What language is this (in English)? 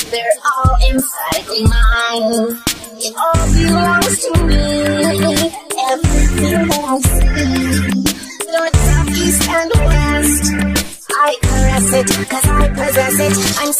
English